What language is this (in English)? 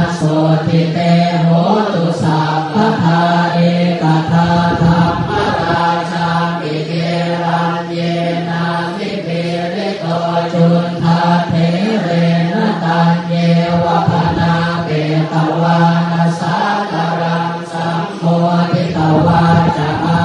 Pali